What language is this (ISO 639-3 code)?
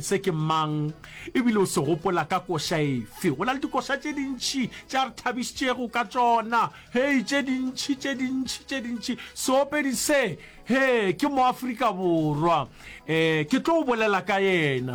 nso